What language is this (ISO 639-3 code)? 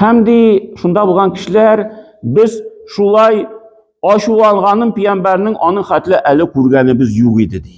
tat